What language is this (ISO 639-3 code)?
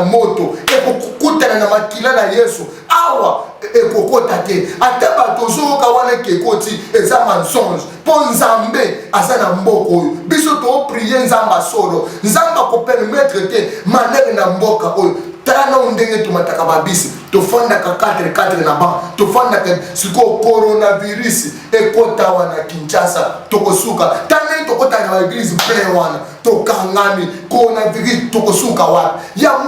lin